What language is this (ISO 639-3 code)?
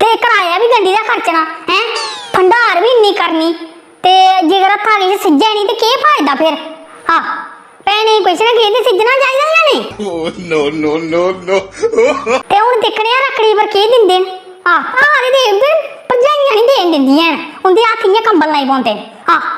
doi